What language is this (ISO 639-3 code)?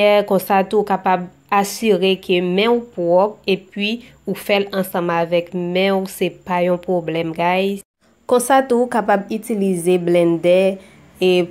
hat